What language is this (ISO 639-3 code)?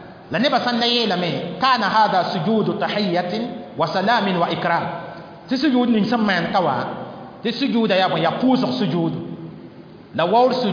mos